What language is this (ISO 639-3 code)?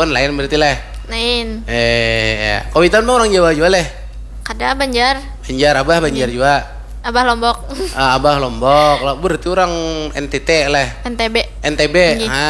bjn